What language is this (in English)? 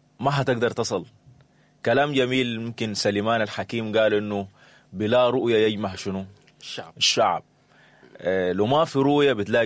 Sudanese Arabic